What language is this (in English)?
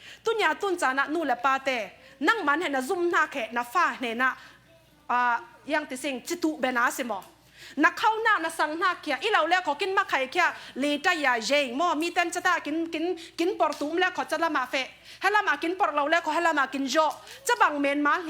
Falam Chin